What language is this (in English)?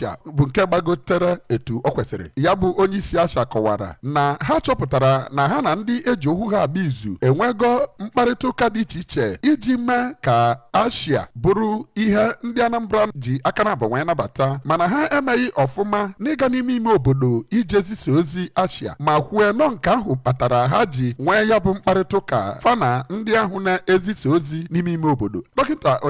Igbo